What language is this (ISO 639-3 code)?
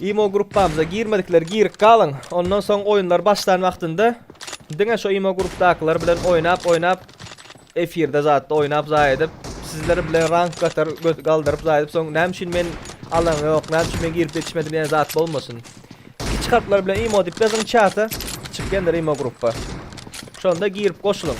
tuk